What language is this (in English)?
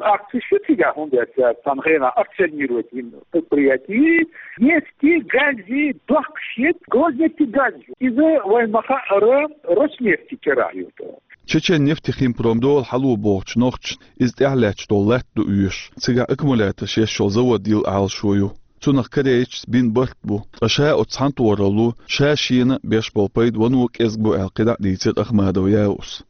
Chechen